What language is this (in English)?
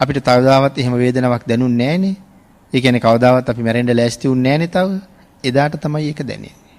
Sinhala